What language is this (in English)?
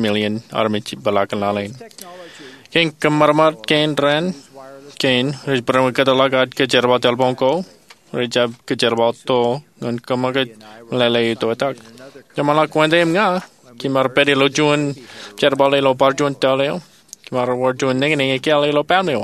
Marshallese